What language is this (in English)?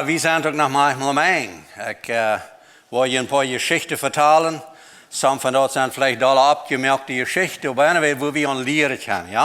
Plautdietsch